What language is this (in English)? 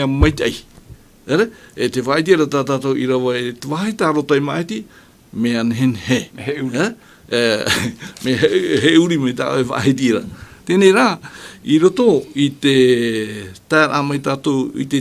Tahitian